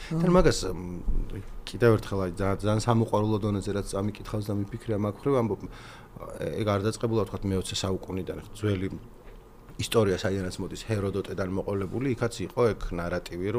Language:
Georgian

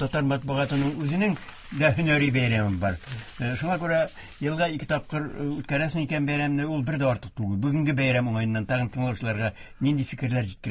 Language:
Tatar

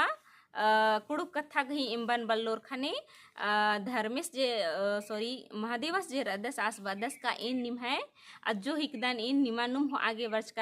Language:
Kurukh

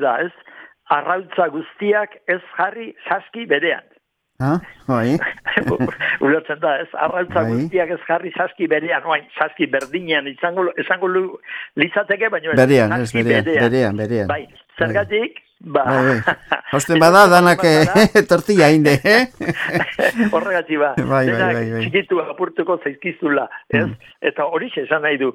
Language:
Basque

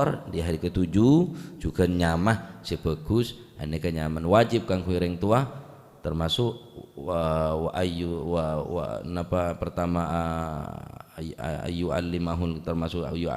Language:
Madurese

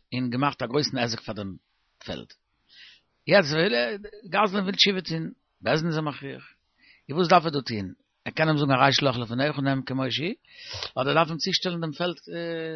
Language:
Yiddish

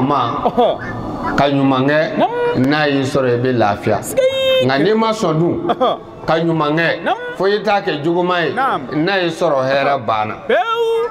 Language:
Bambara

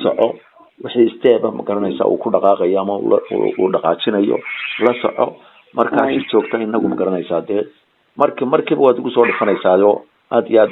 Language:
Somali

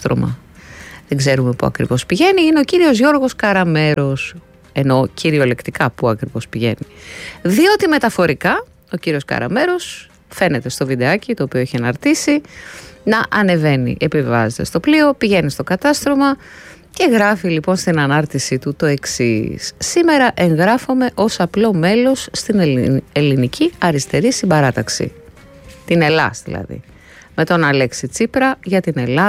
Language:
Greek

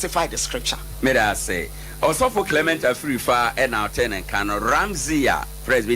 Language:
Akan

